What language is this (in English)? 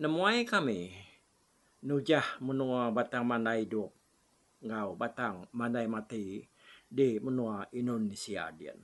Iban